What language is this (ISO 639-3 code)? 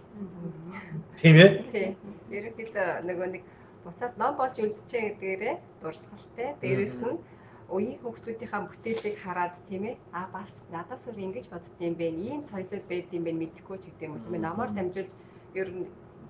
mon